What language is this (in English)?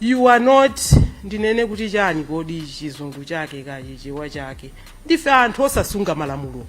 Nyanja